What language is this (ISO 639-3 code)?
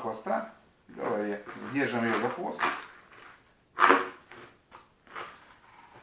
rus